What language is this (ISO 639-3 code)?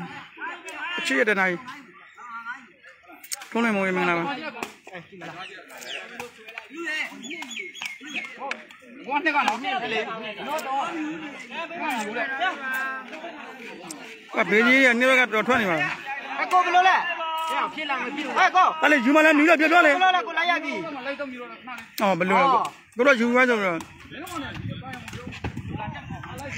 mya